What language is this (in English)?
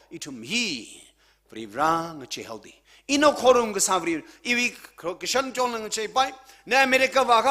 Tangkhul Naga (India)